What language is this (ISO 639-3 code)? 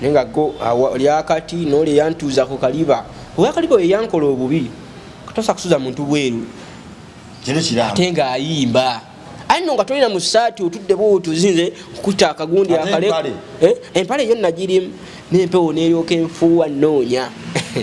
lug